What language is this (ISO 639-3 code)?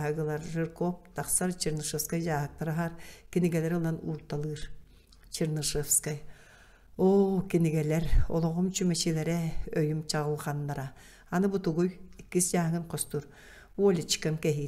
sah